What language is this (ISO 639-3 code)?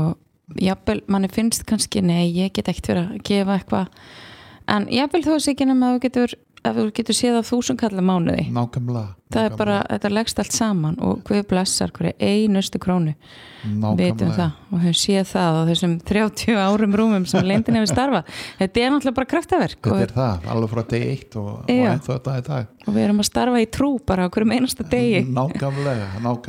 isl